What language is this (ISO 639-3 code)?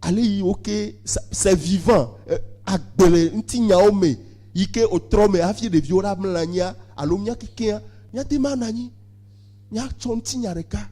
ewe